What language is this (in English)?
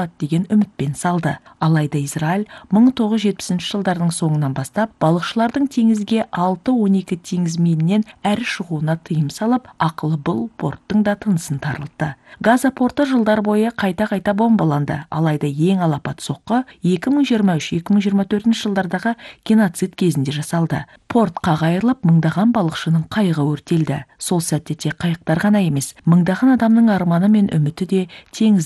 Kazakh